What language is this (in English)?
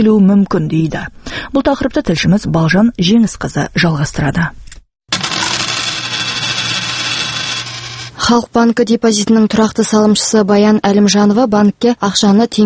Kazakh